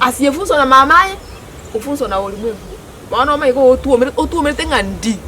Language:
Gusii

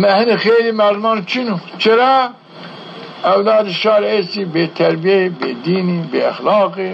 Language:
Zaza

